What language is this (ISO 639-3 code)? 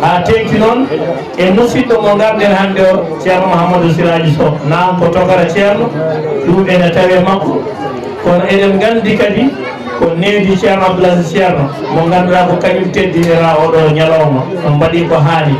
ful